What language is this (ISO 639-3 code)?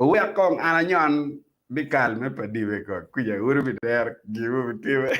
ach